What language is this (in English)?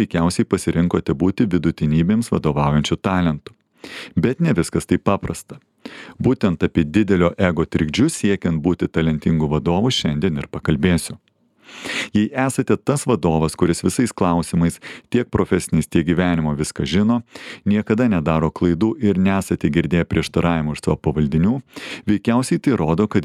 Lithuanian